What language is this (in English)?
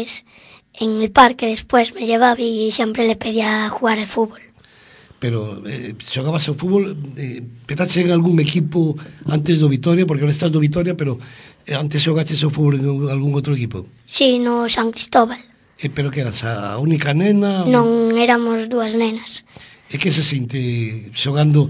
Galician